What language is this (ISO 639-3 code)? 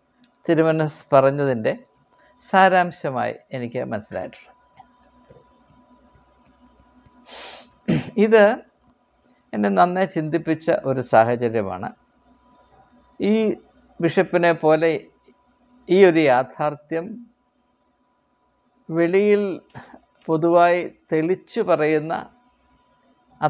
mal